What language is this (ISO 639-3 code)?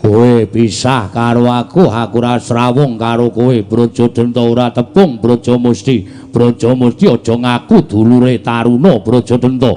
jav